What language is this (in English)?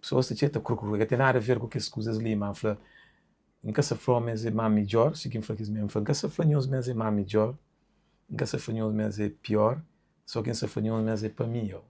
Kabuverdianu